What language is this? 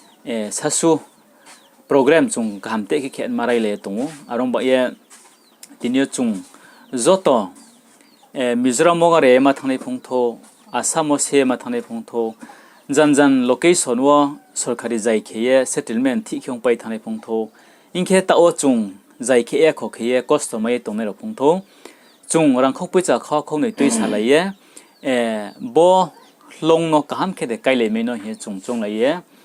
Riang (India)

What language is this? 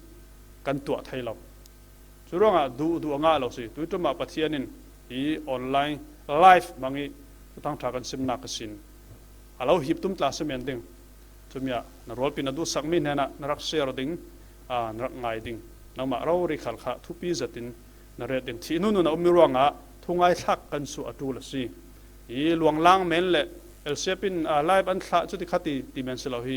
Falam Chin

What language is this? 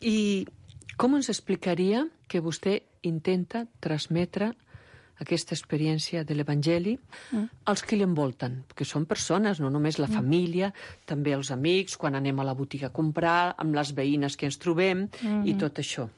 Catalan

